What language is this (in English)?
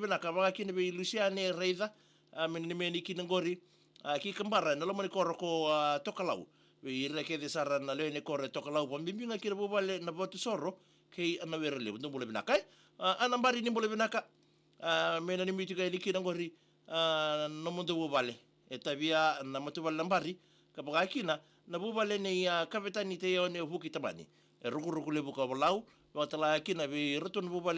Fijian